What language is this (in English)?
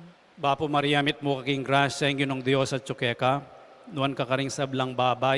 Pampanga